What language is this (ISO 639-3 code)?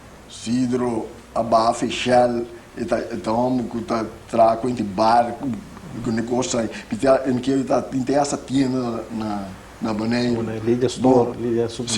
pap